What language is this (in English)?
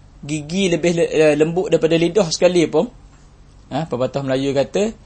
Malay